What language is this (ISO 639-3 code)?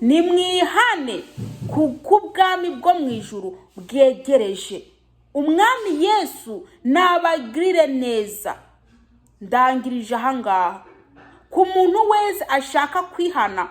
kin